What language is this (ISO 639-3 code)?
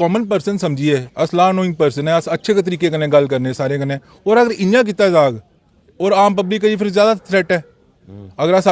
doi